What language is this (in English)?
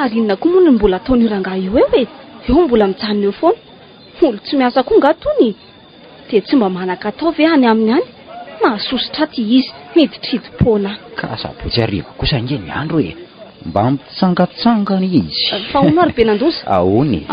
Malagasy